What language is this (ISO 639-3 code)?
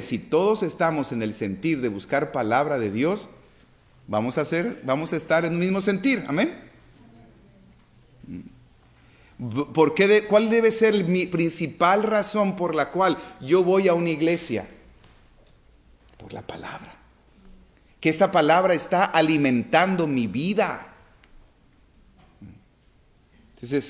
spa